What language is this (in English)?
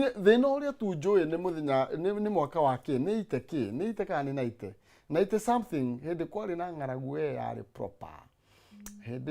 Kikuyu